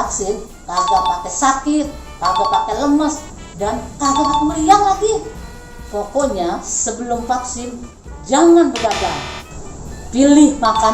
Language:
Betawi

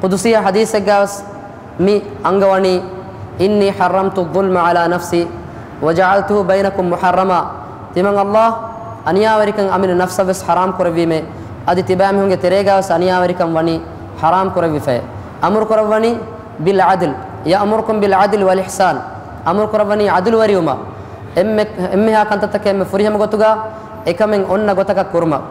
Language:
Divehi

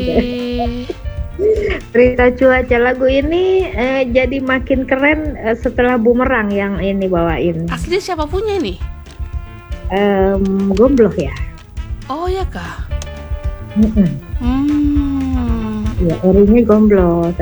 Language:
Indonesian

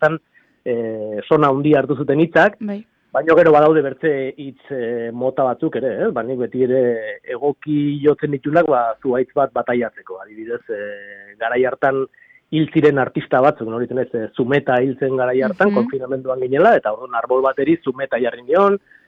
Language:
Basque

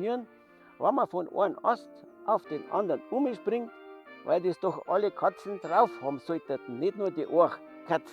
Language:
Bavarian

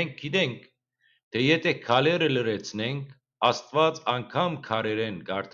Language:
Western Armenian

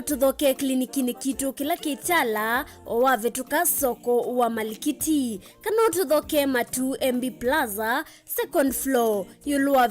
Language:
Kamba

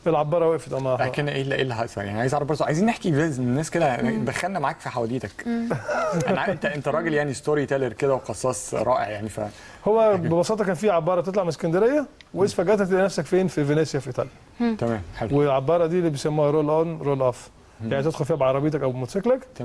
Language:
Egyptian Arabic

